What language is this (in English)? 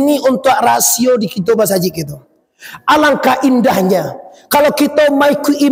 Minangkabau